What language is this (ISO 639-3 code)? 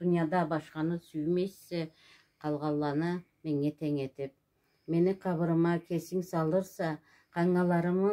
krc